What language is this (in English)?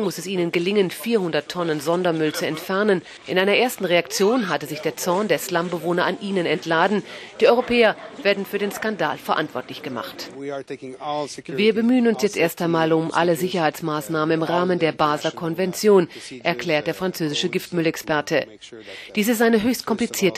German